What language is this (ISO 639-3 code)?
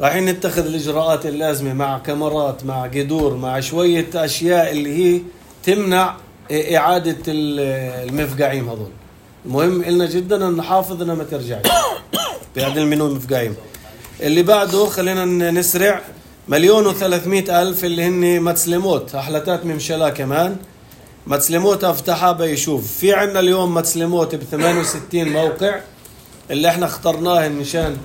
apc